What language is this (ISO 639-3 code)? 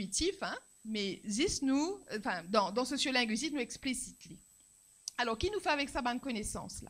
mfe